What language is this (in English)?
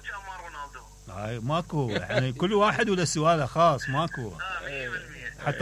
Mesopotamian Arabic